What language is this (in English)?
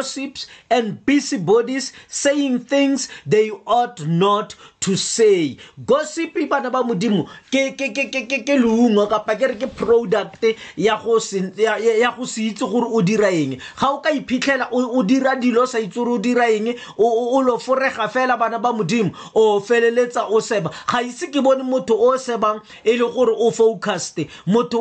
Tswana